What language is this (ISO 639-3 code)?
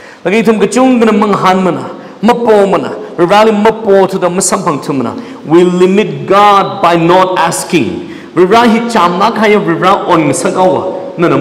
nmf